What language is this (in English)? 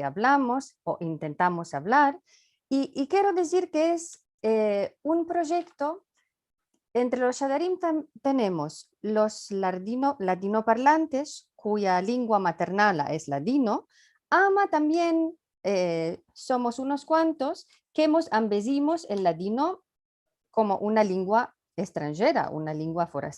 Ladino